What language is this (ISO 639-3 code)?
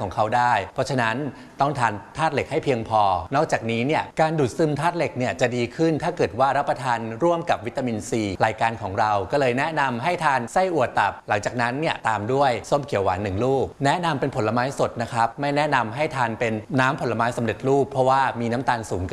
tha